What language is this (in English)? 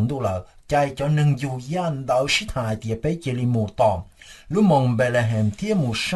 Hmong